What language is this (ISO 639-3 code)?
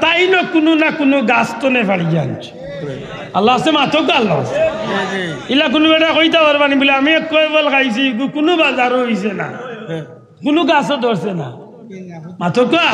syl